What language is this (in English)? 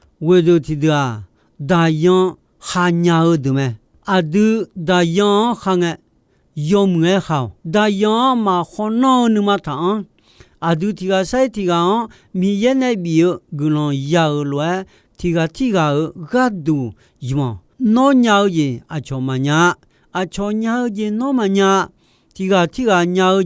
Akha